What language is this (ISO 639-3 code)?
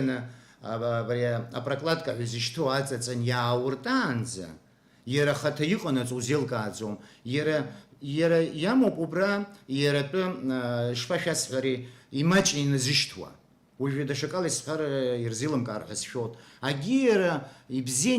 abk